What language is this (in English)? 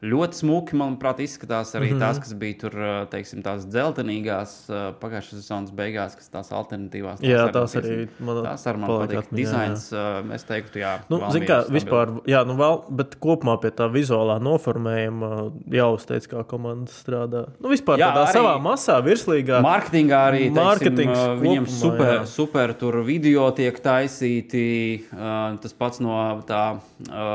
Latvian